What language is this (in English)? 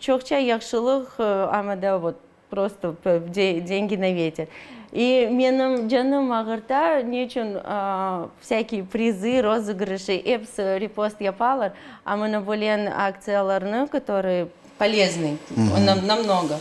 Crimean Tatar